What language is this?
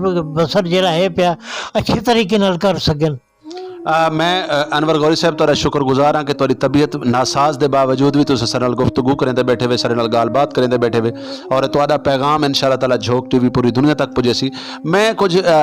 Saraiki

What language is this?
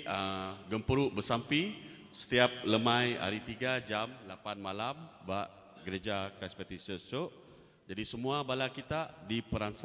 Iban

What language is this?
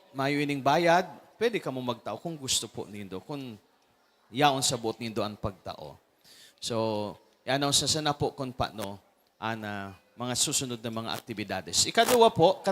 Bikol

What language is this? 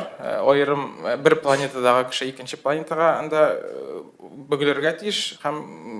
Tatar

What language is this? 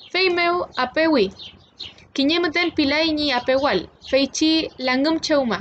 Mapuche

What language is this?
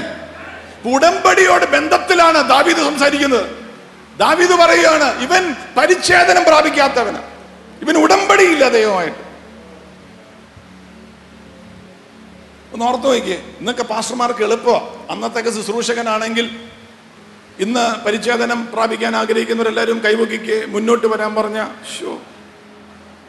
Malayalam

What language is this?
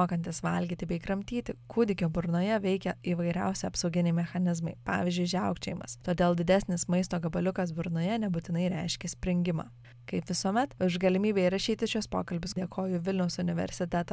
Lithuanian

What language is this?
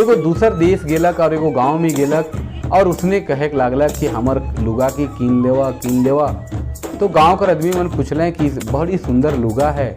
Sadri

